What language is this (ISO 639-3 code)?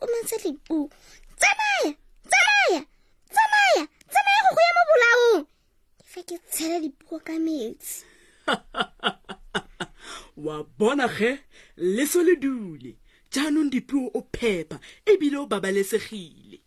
tsn